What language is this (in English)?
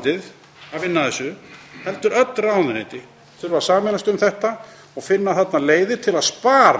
Icelandic